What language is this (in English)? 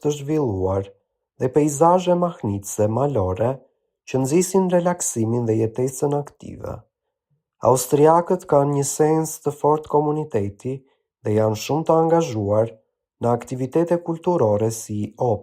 Albanian